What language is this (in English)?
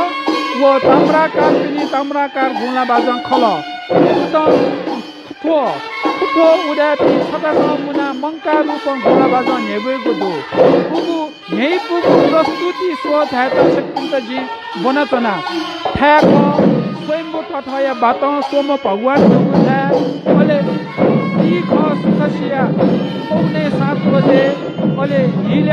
Newari